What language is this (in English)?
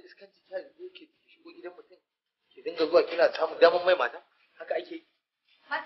Hausa